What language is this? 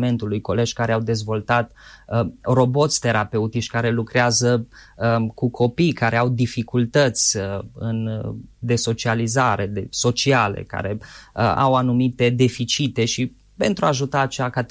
Romanian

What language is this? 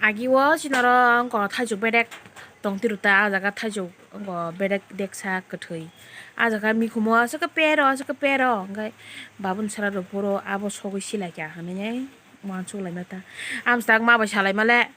Kok Borok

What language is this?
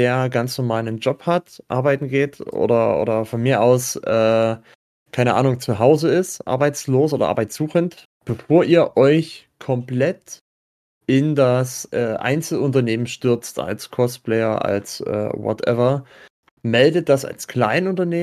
German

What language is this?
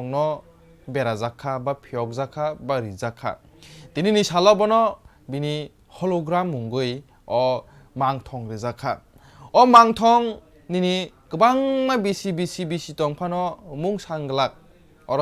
Kok Borok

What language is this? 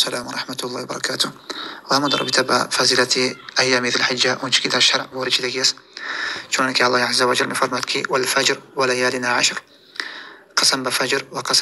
Tajik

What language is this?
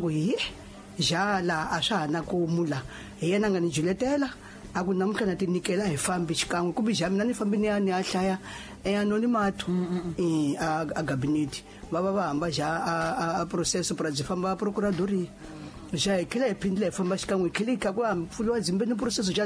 Tsonga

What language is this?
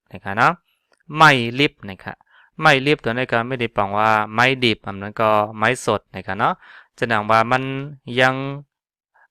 Shan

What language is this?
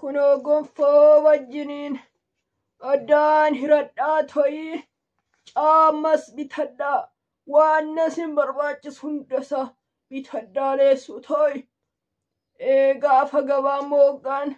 Oromo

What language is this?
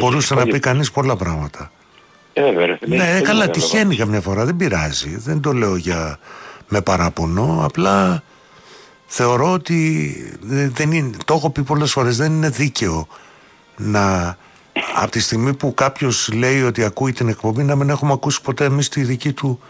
Greek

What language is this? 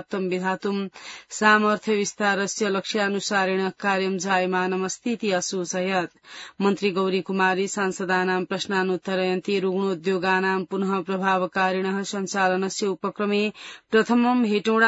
Sanskrit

